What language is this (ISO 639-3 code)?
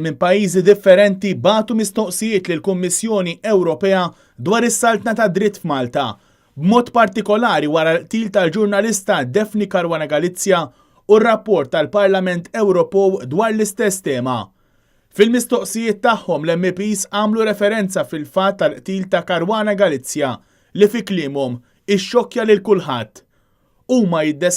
mlt